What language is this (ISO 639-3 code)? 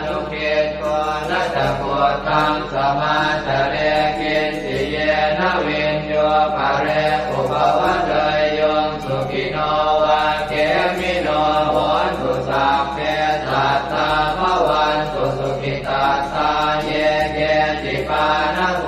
pli